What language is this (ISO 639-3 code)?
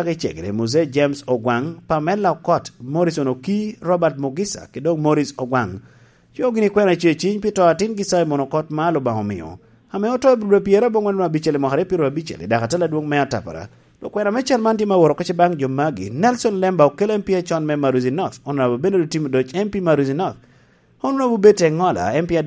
laj